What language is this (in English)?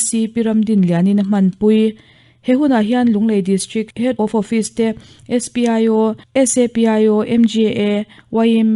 Mizo